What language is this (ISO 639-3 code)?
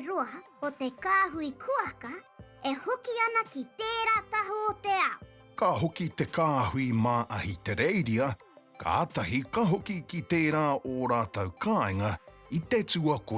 mri